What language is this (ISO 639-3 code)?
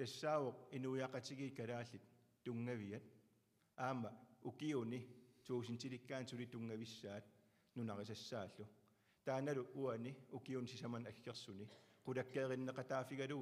kal